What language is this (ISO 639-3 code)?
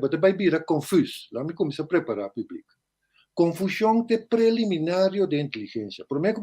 pap